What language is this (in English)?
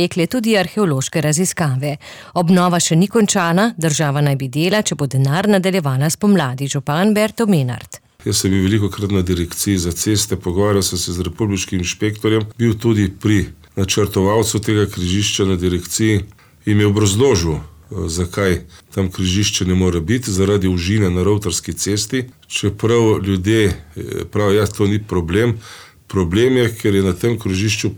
Slovenian